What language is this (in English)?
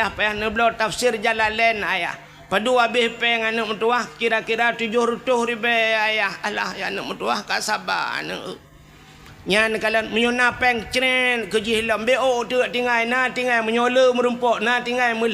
Achinese